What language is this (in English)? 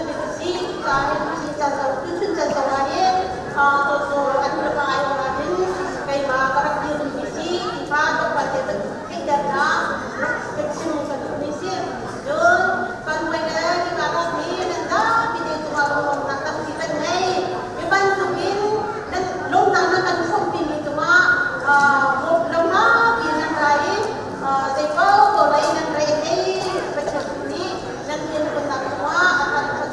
Hakha Chin